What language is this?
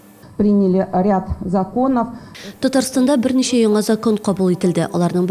Tatar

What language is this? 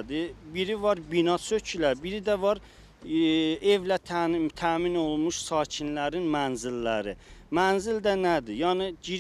Azerbaijani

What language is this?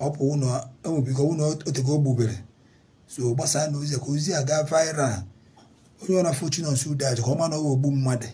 Igbo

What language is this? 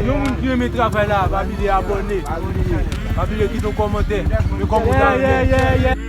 Haitian Creole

